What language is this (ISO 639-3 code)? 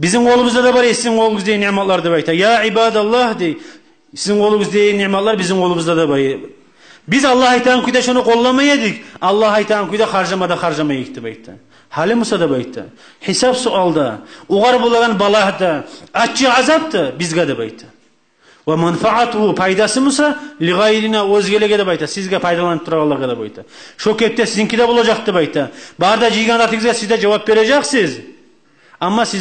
kum